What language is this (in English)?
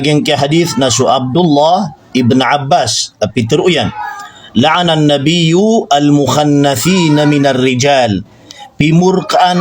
Maranao